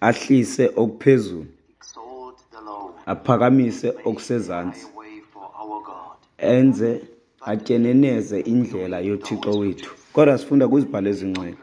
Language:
Xhosa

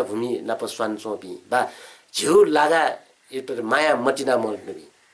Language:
Newari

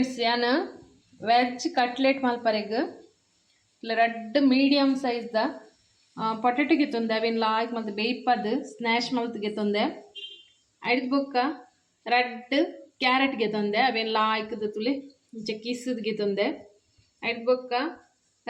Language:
Tulu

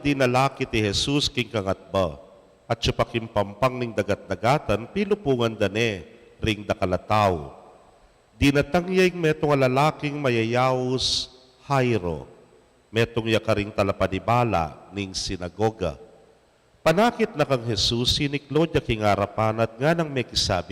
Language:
Pampanga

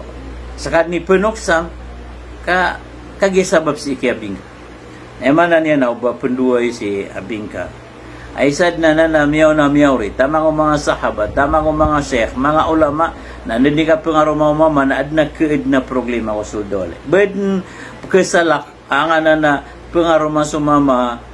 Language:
Maranao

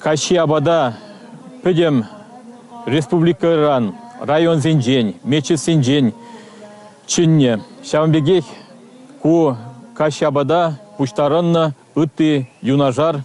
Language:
Chuvash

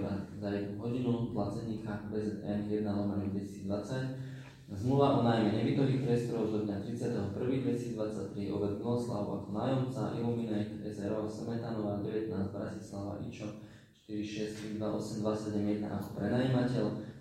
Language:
Slovak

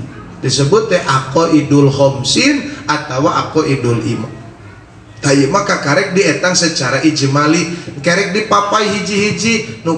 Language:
Sundanese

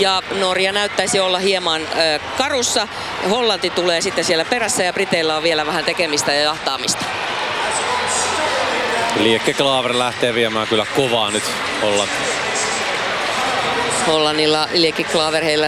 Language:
Finnish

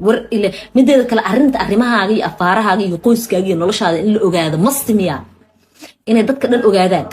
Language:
Somali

